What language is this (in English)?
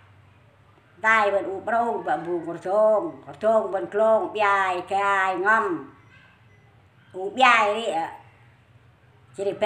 Central Mnong